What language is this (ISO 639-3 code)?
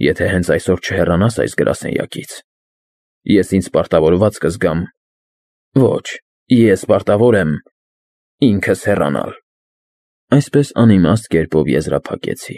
hye